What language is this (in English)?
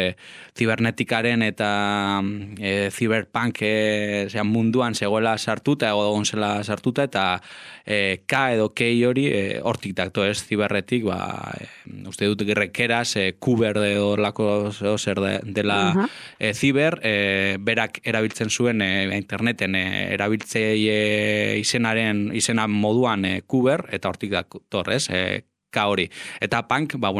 Basque